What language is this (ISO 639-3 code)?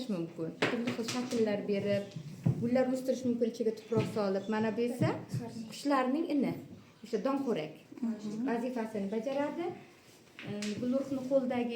uzb